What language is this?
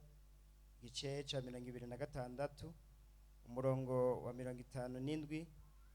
Rundi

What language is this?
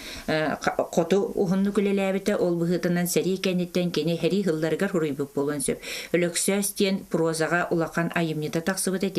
Yakut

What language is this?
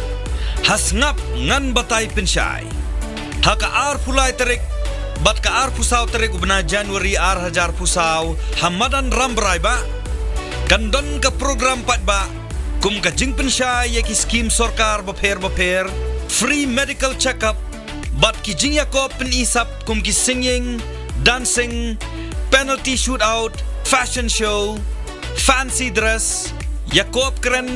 Khasi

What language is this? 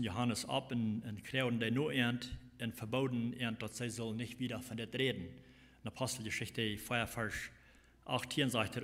Plautdietsch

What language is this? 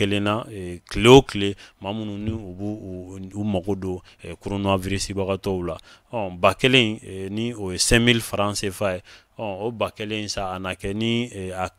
Bambara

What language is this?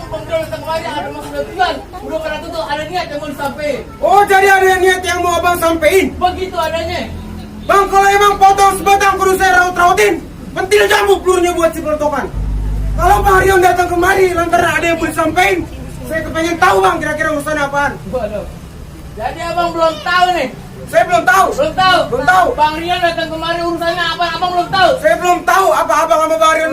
Betawi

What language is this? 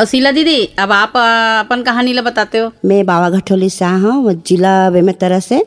Chhattisgarhi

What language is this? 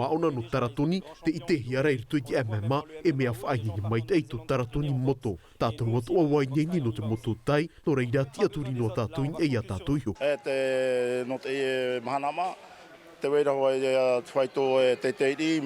Tahitian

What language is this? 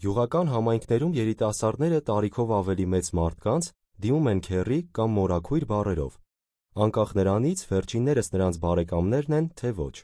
Armenian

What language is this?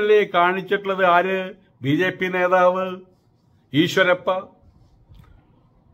Malayalam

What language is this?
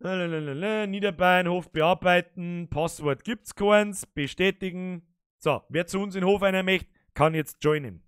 Bavarian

